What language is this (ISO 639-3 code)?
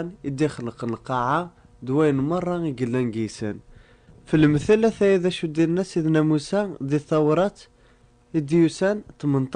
kab